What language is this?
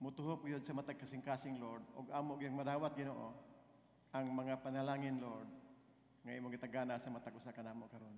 Cebuano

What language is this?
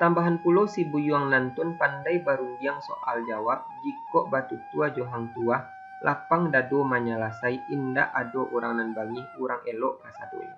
Minangkabau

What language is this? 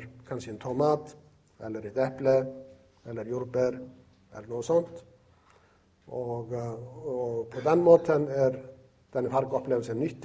Norwegian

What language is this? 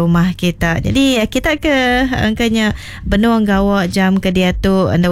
Iban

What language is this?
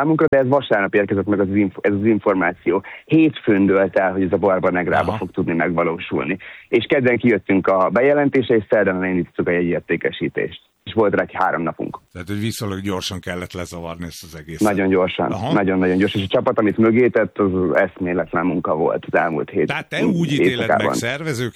Hungarian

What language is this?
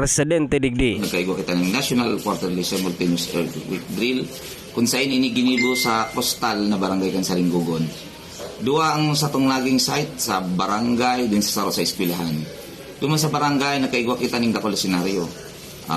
Bikol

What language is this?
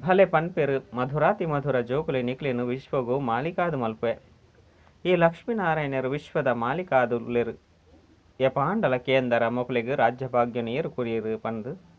Tulu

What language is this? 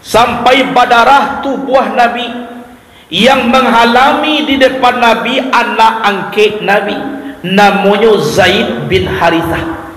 Minangkabau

